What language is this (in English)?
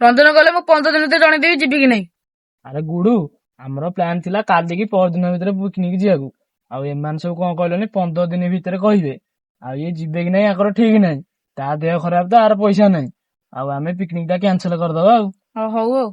Odia